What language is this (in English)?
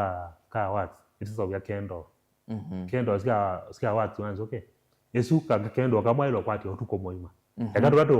Kamba